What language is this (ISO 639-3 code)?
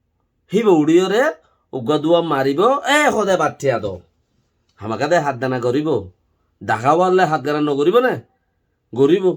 rhg